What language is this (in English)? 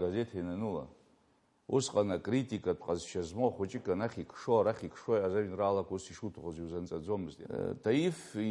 Abkhazian